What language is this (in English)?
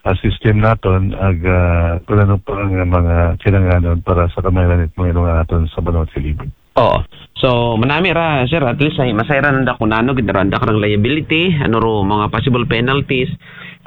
Aklanon